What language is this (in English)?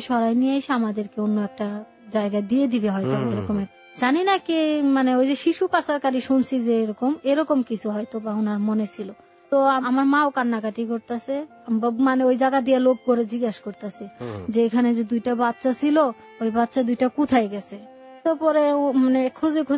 Bangla